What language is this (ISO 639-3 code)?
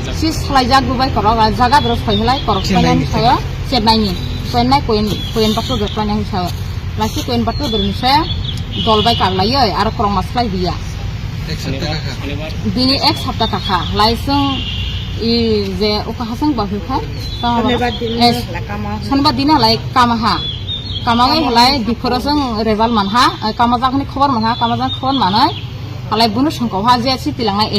trp